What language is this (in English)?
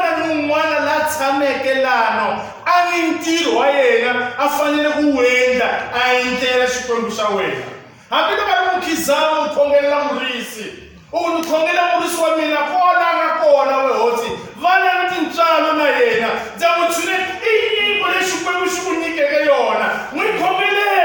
Tsonga